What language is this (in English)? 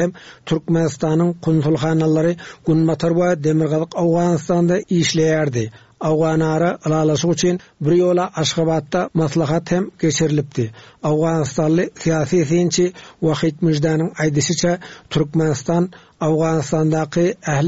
Turkmen